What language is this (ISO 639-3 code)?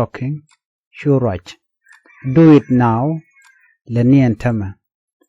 nus